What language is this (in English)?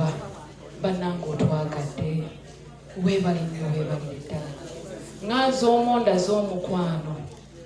Ganda